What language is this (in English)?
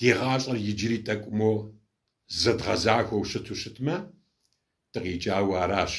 Kabardian